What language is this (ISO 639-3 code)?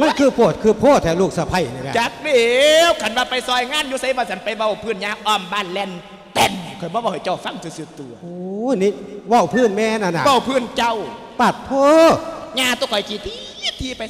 lao